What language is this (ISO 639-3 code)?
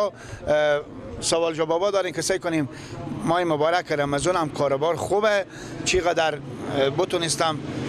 fas